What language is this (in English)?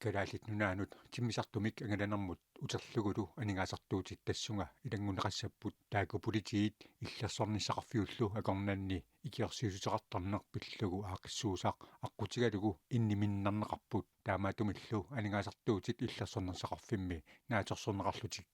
Kalaallisut